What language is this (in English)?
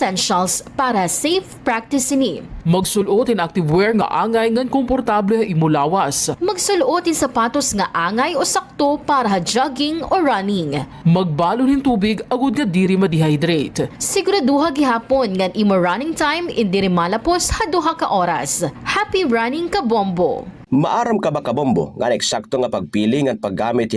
Waray